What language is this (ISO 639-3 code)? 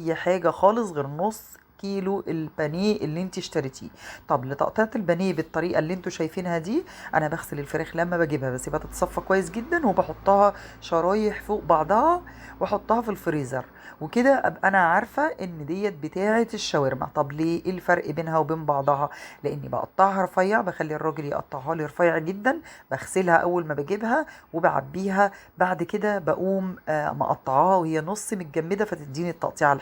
arz